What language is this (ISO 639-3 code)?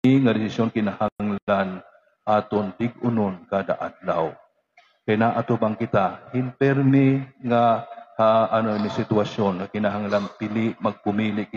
war